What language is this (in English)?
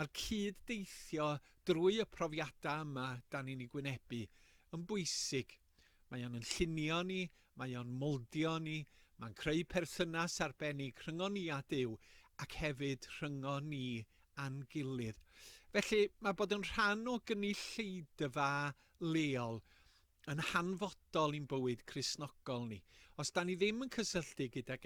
Welsh